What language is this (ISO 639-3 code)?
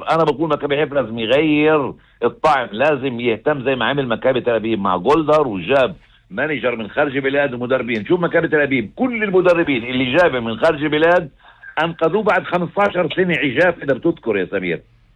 apc